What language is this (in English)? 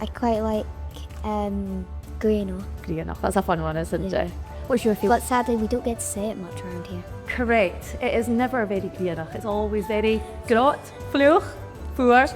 Scottish Gaelic